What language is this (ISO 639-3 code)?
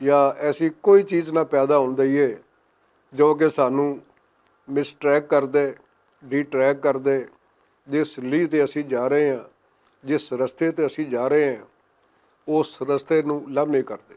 lah